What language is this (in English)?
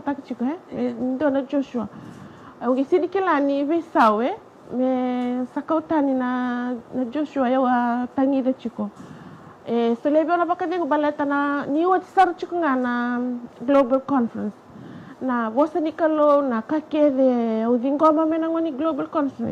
Fijian